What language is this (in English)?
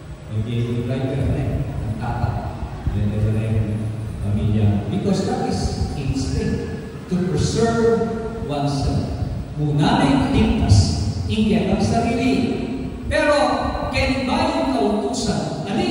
Pampanga